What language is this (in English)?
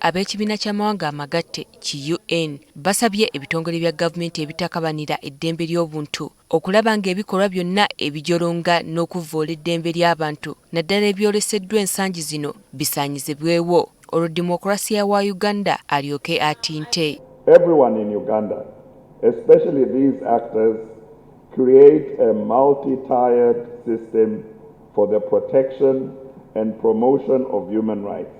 Ganda